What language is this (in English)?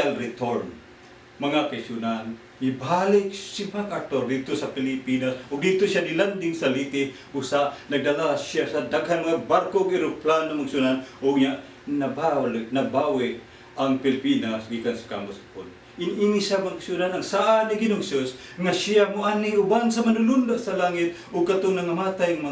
Cebuano